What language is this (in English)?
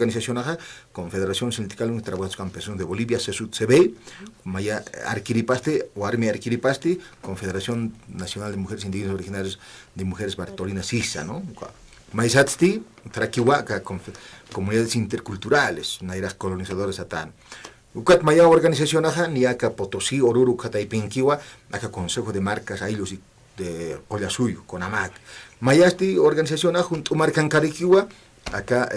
Aymara